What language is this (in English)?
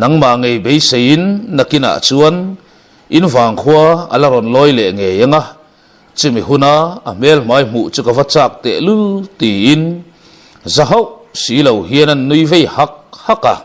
Mizo